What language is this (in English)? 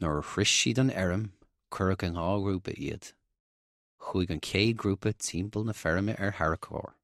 Irish